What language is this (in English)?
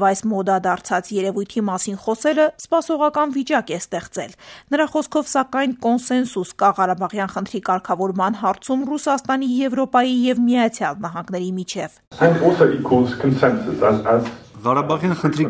Armenian